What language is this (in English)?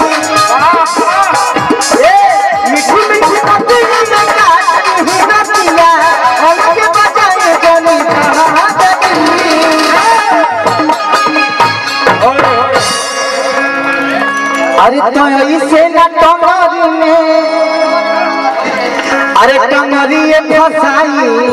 Bhojpuri